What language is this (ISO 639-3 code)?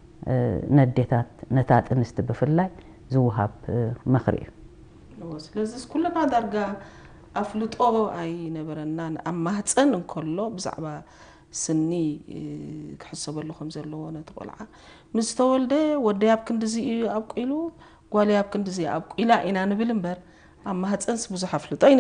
tir